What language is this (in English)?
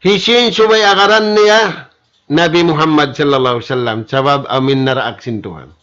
Tausug